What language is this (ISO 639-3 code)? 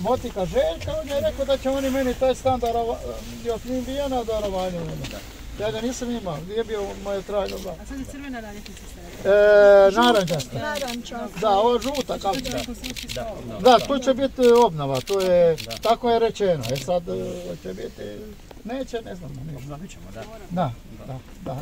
hrv